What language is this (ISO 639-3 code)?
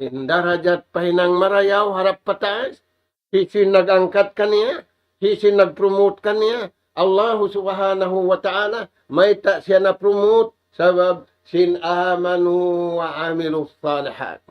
tsg